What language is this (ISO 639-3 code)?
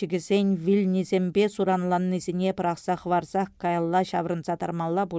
chv